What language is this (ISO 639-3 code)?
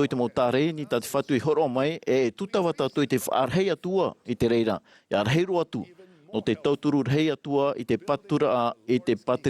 tah